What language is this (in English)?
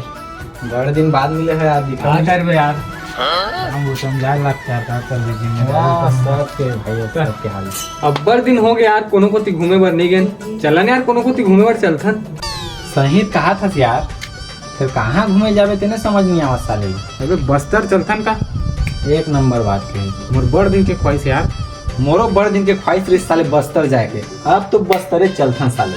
Chhattisgarhi